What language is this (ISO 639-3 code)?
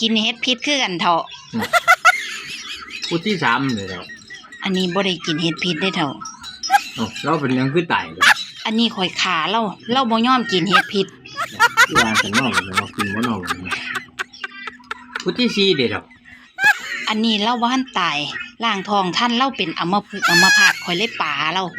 lao